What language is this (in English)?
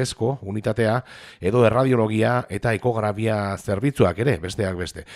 Basque